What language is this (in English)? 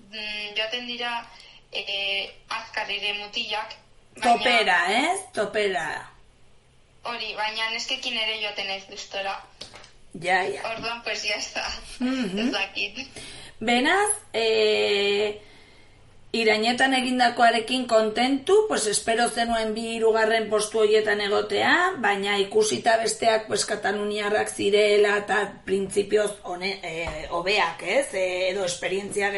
Basque